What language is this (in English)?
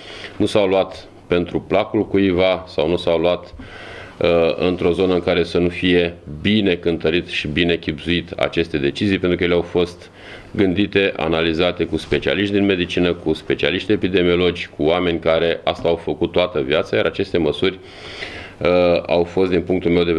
Romanian